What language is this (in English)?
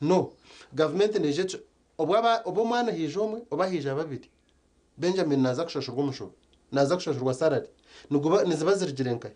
Nyankole